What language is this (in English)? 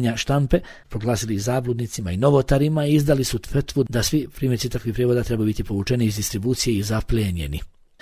Bosnian